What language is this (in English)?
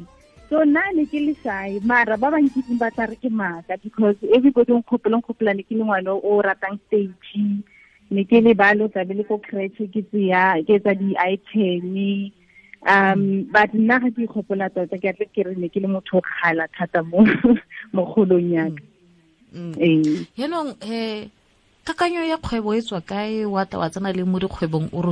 Tswana